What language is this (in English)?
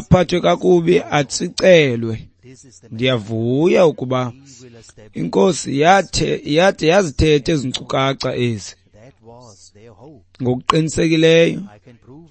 Xhosa